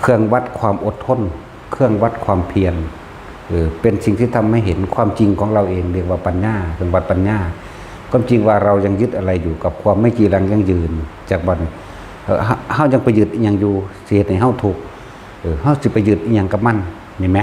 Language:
Northeastern Thai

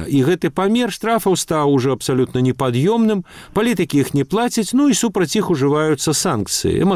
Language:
Belarusian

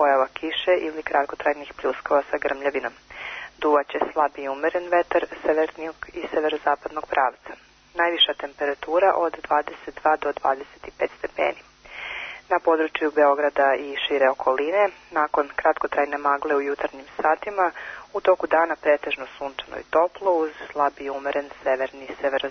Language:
Serbian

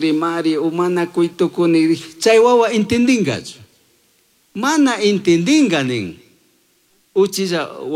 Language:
Chimborazo Highland Quichua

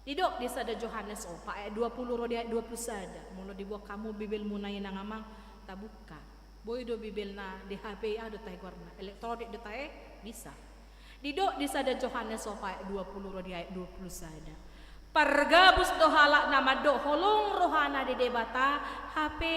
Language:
Batak Toba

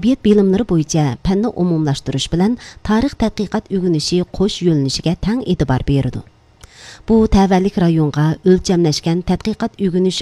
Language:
Uyghur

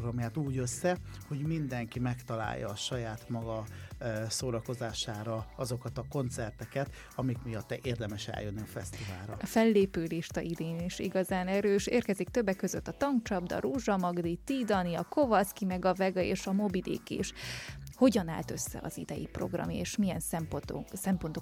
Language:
Hungarian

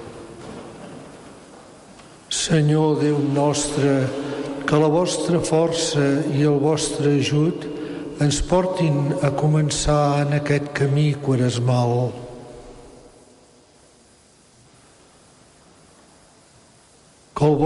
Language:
Catalan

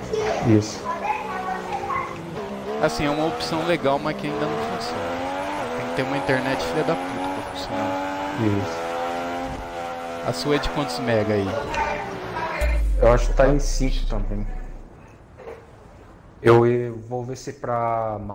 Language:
Portuguese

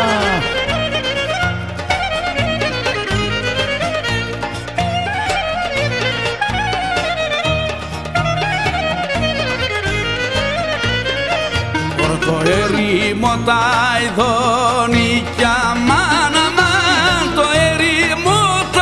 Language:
Greek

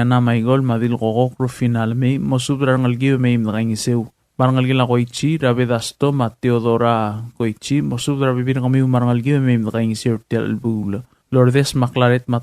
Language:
Palauan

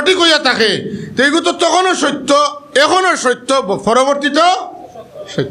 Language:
Sylheti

